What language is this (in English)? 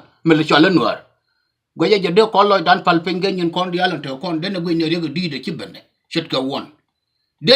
Nuer